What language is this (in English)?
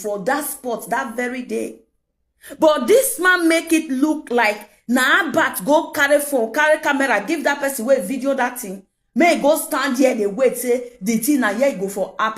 Nigerian Pidgin